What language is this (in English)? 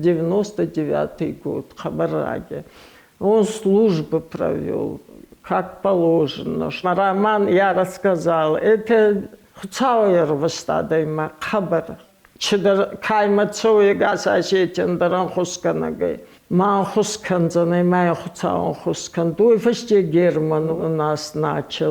Ossetic